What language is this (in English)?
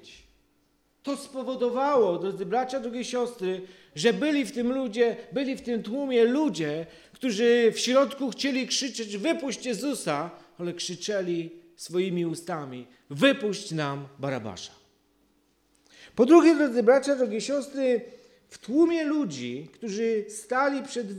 Polish